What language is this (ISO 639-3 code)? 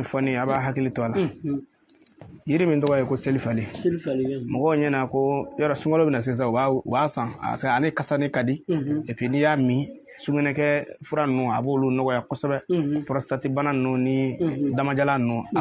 bam